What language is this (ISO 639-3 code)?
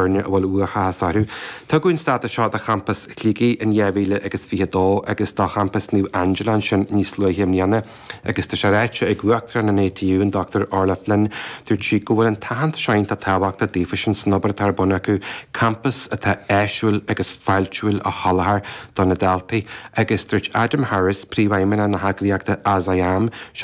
gle